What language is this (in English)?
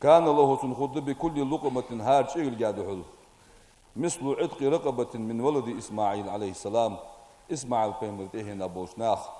Ingush